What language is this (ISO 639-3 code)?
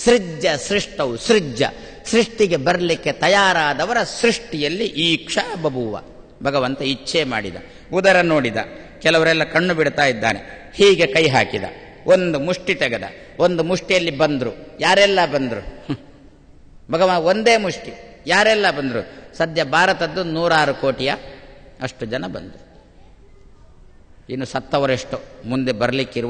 kan